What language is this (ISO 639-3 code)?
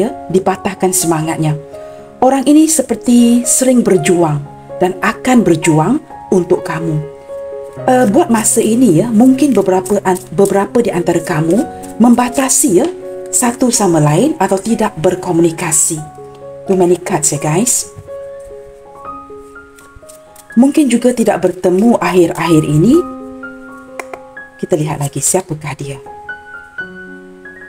msa